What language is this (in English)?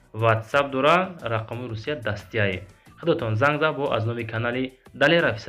Tajik